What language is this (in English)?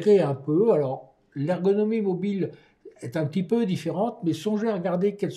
French